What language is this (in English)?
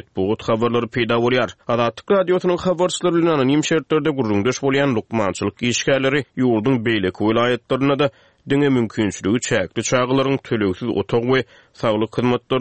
Turkmen